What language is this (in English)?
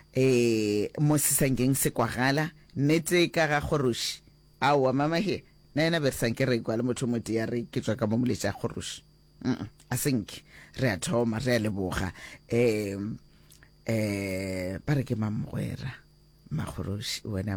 Northern Sotho